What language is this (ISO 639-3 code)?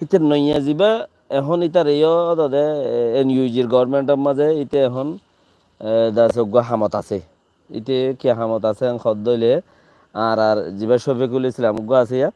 rhg